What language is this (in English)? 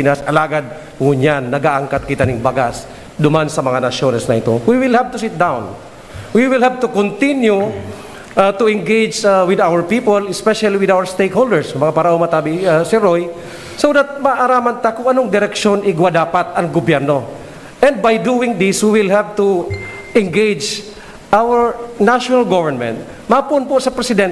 Bikol